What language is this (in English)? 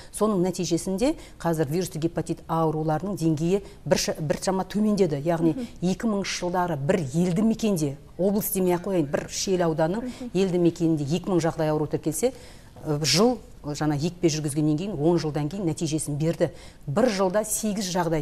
Kazakh